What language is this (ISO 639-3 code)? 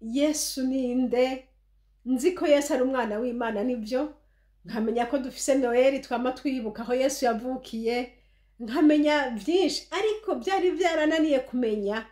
run